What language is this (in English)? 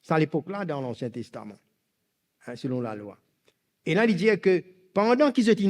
Morisyen